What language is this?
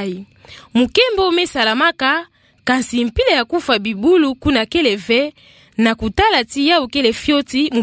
Kituba (Democratic Republic of Congo)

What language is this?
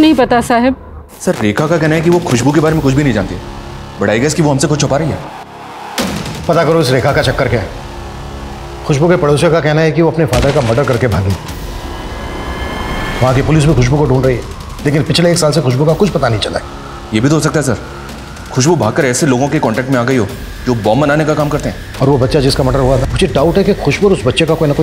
Hindi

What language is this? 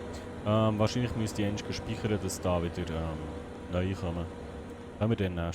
Swiss German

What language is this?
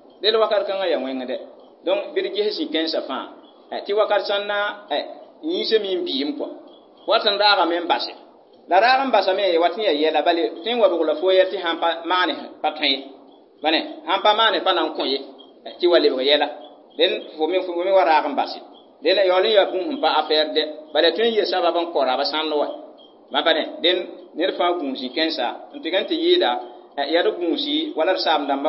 Mossi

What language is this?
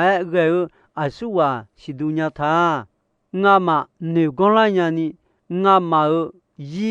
Akha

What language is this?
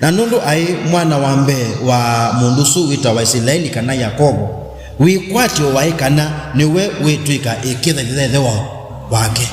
Kamba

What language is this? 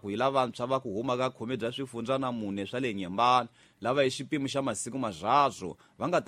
Tsonga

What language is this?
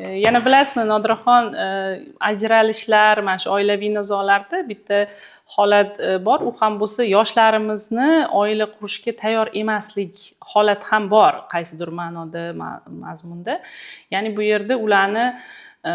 Uzbek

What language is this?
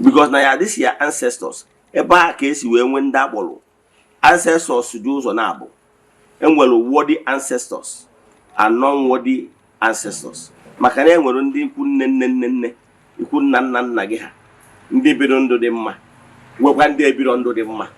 Igbo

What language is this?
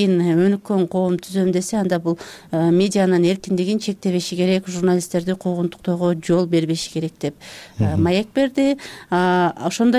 Kyrgyz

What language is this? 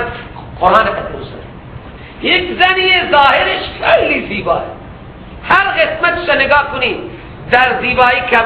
Persian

